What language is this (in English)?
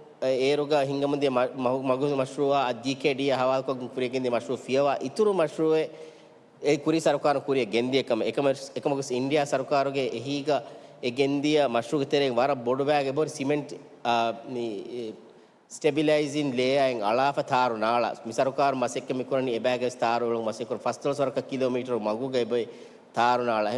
Divehi